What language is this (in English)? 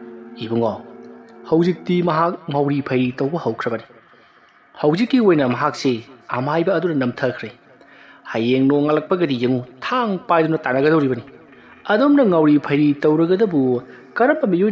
Manipuri